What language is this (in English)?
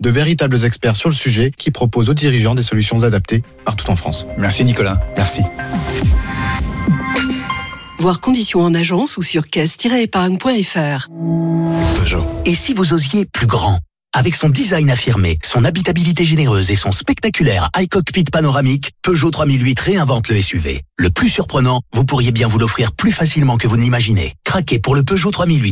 French